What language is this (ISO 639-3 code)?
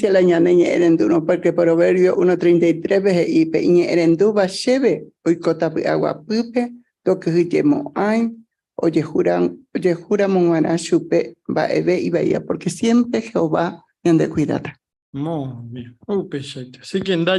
grn